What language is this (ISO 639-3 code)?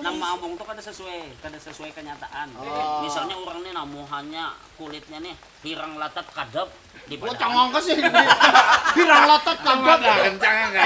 bjn